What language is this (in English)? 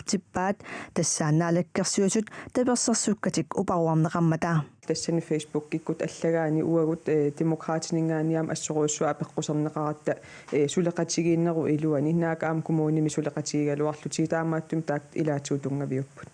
Kalaallisut